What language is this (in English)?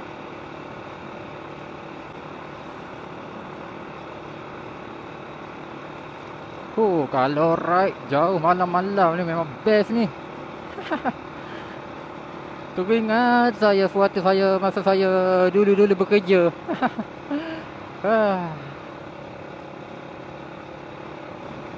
Malay